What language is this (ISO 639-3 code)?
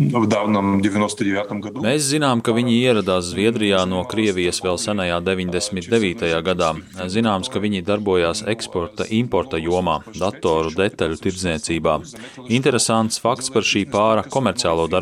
lav